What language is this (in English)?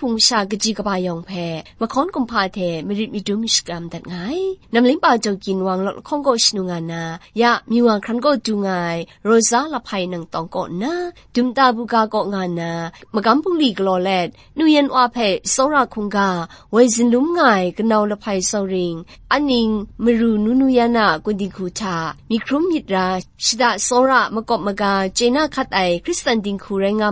Kachin